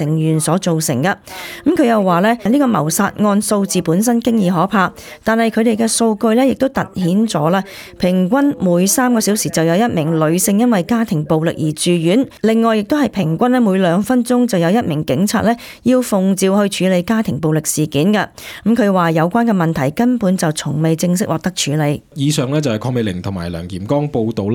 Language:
Cantonese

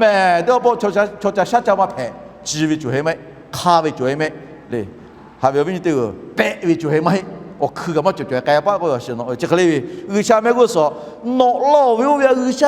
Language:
Lahu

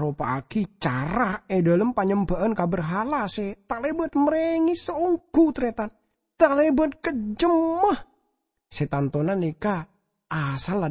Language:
Madurese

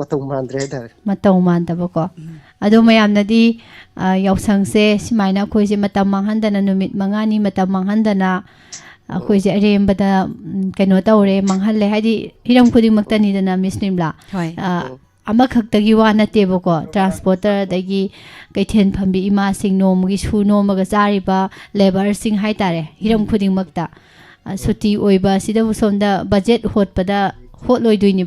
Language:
Manipuri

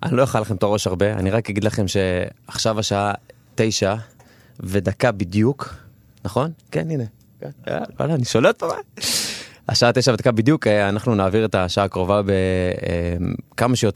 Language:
Hebrew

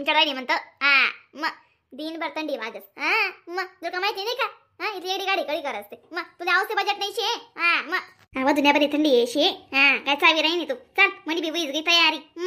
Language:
Khandesi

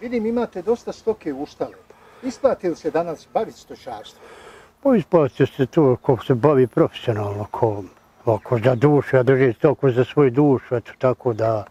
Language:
Bosnian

